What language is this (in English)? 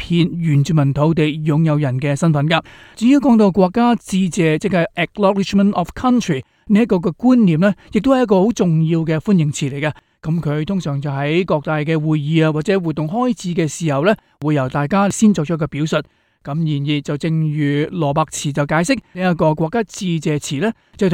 Cantonese